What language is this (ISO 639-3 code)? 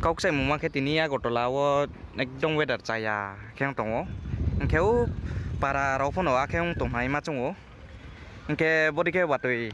ria